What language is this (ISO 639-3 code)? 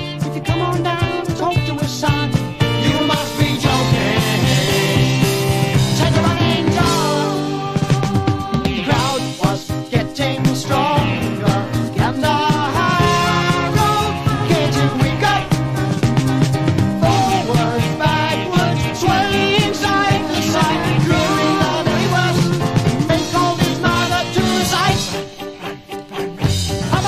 eng